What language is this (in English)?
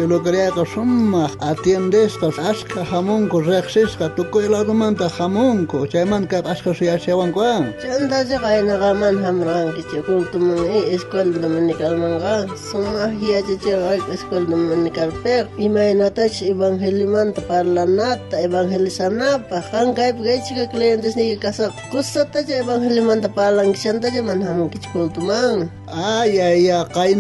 South Bolivian Quechua